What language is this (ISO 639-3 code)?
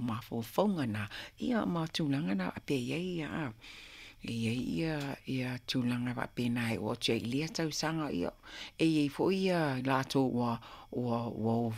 smo